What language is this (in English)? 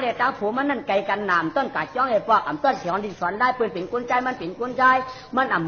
Shan